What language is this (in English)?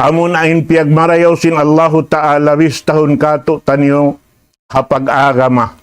Tausug